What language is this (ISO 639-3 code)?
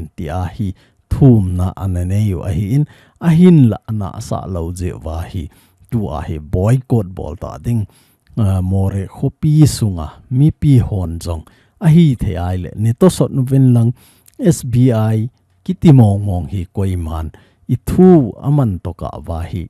tcz